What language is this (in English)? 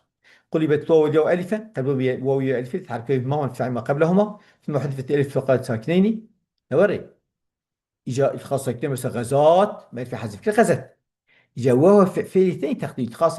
Kurdish